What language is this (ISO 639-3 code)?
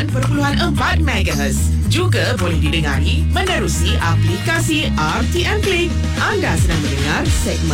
msa